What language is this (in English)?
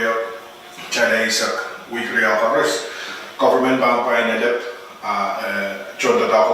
Pohnpeian